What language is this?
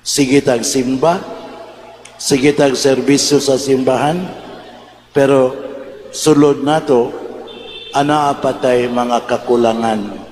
Cebuano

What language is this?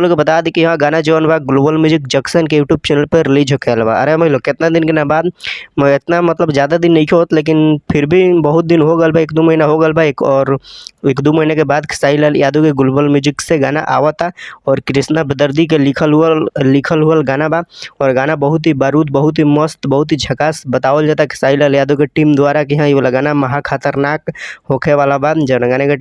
Bhojpuri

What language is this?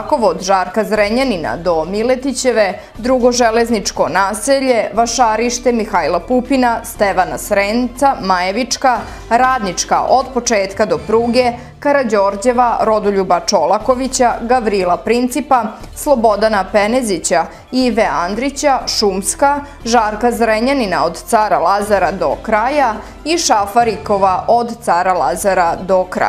Serbian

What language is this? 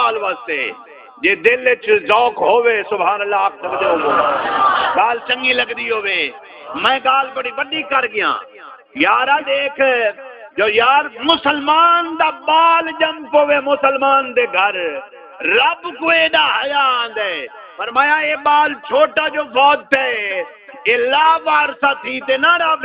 Saraiki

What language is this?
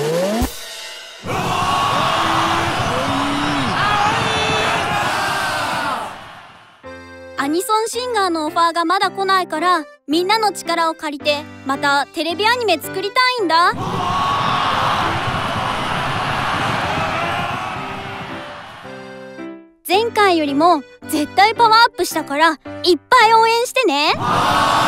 Japanese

